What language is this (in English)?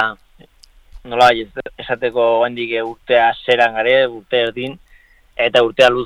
Basque